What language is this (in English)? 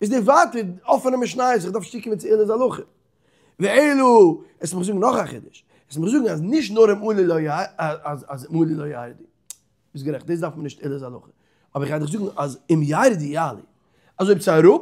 Yiddish